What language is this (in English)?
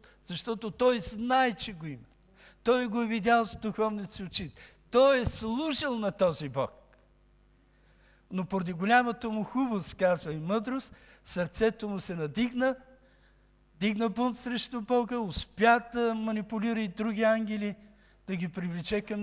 Bulgarian